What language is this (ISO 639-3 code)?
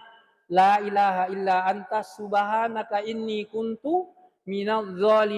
bug